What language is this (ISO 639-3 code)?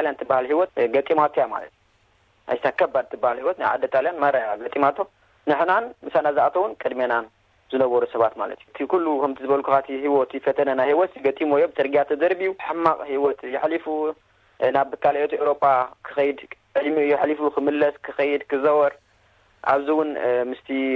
tir